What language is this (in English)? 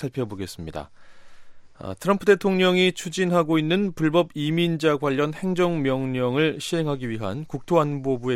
Korean